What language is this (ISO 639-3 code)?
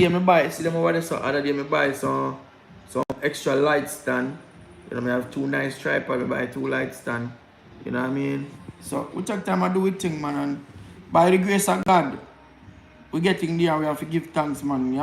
jam